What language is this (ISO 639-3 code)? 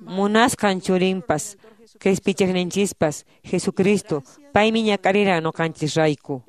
que